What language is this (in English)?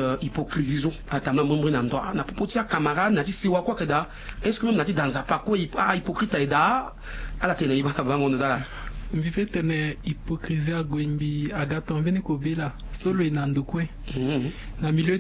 Sango